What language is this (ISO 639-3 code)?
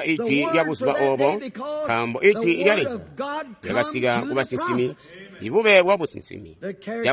toi